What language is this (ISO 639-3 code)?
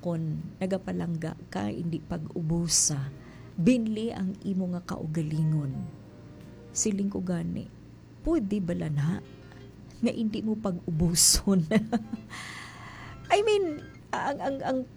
hil